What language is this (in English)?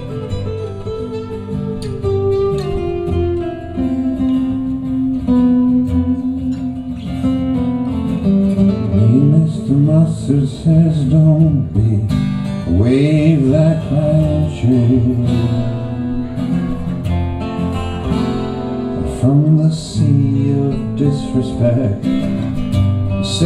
English